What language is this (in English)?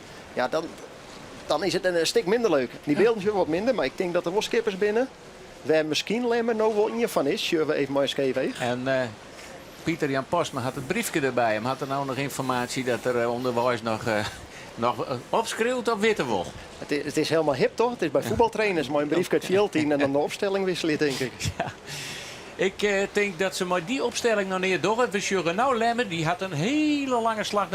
Western Frisian